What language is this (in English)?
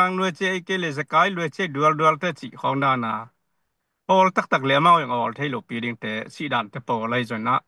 Tedim Chin